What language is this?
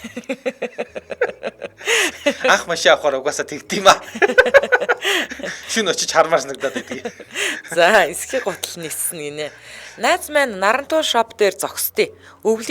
Mongolian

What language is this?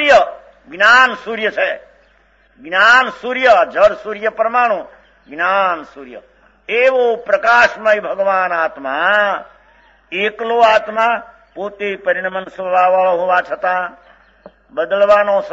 Gujarati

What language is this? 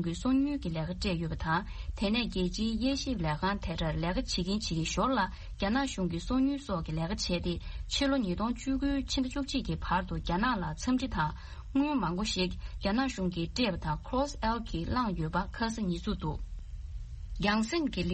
Tibetan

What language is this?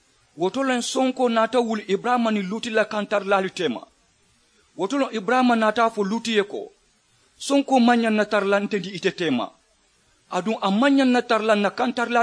Mandingo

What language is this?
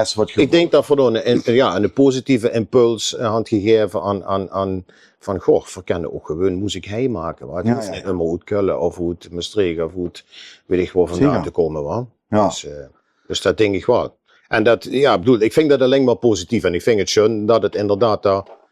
Limburgish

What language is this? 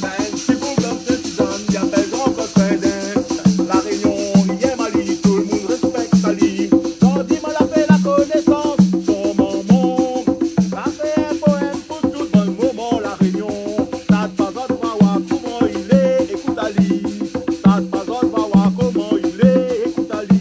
Réunion Creole French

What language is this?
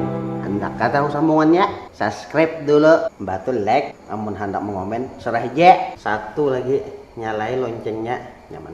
Banjar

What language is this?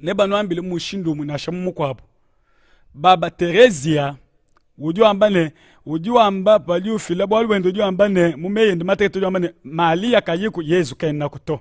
Luba-Lulua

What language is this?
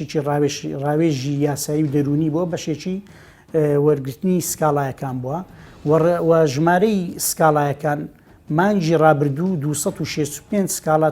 Central Kurdish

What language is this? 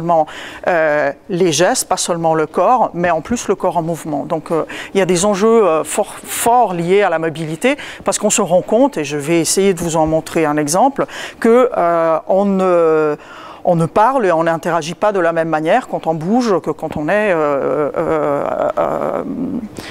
French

